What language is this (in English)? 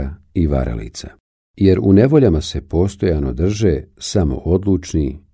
Bosnian